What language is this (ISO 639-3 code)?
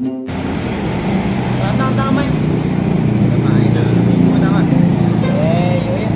min